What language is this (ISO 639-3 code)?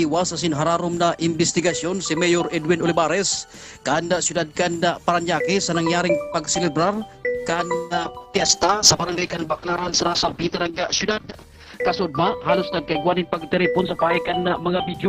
bik